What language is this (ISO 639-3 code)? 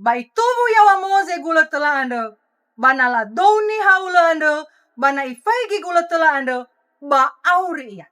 nia